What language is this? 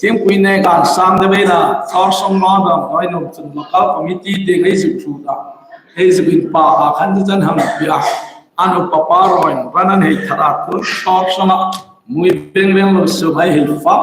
Hmar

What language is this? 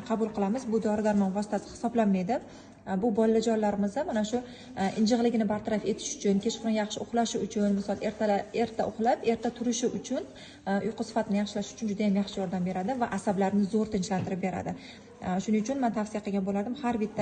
Uzbek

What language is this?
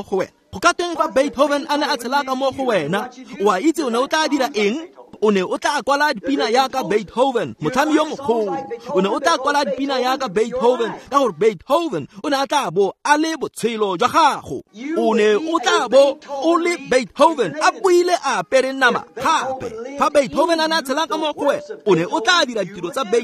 Tswana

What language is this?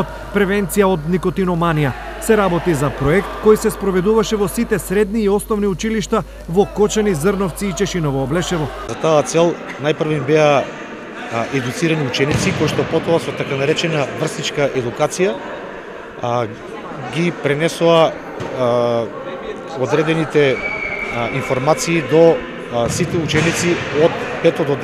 Macedonian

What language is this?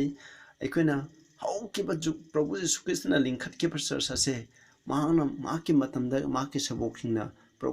Manipuri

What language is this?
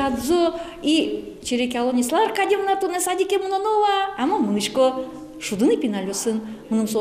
Udmurt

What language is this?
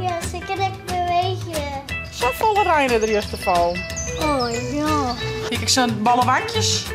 Western Frisian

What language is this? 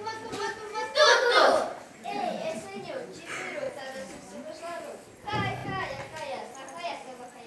Chuvash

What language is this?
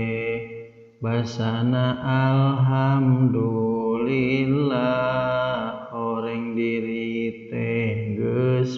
Sundanese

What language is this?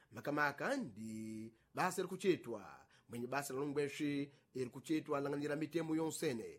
Sena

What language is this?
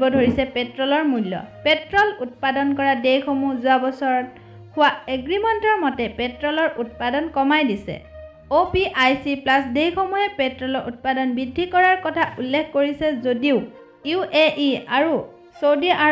Assamese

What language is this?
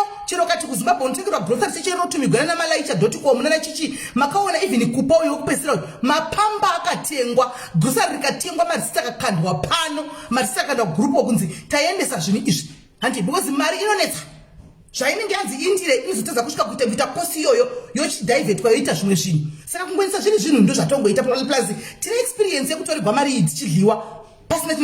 Shona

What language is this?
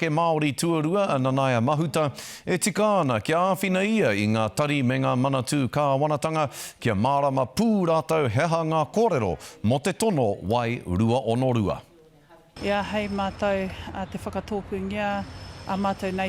Māori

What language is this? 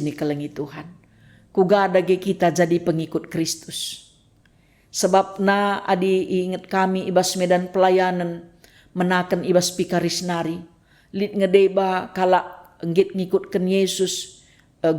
Batak Karo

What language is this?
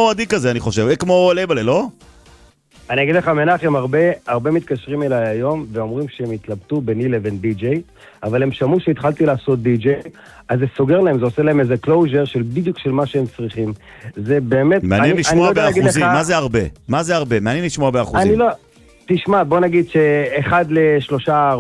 Hebrew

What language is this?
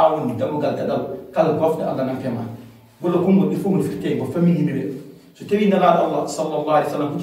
Fula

